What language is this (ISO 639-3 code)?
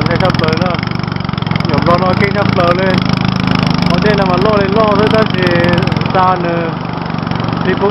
hmn